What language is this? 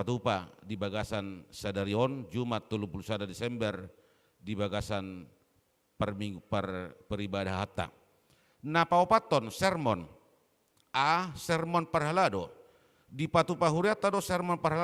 Batak Toba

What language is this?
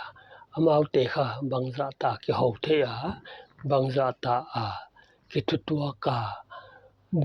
Paite Chin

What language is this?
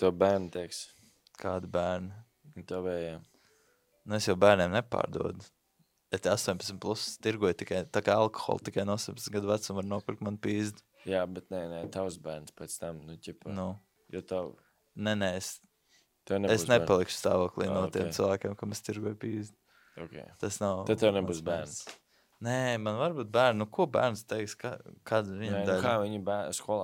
Latvian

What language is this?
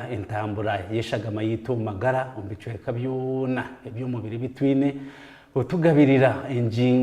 Nyankole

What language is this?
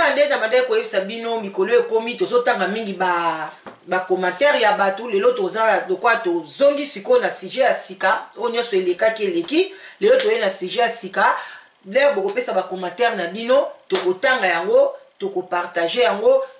Lingala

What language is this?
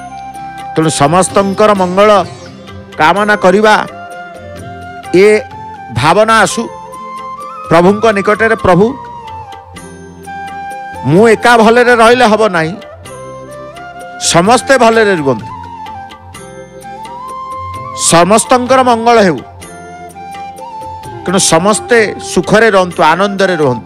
Odia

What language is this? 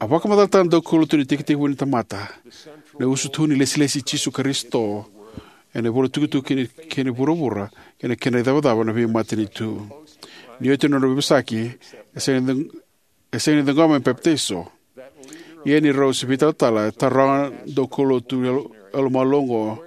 Fijian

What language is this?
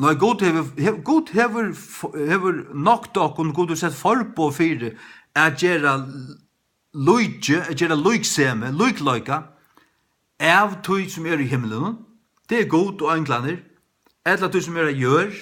Faroese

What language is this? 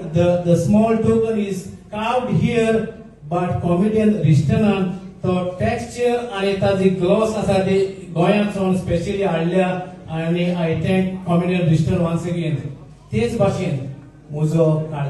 Konkani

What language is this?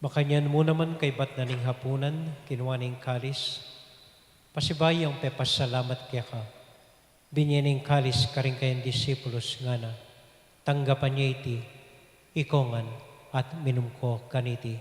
Pampanga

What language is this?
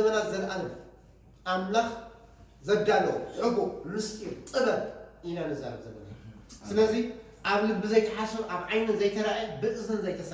Tigrinya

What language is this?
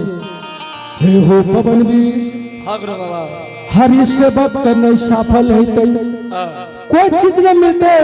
Angika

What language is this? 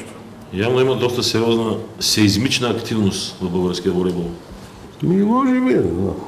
Bulgarian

